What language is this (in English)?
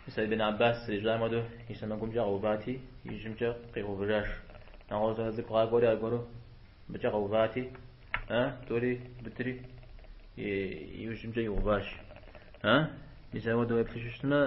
Kabardian